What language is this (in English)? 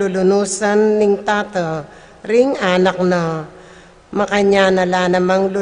Pampanga